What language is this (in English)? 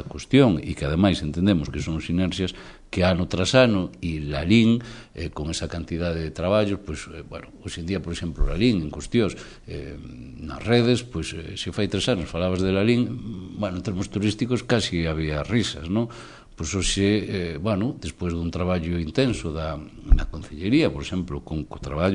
Galician